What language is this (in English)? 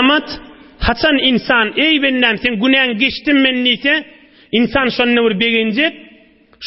Turkmen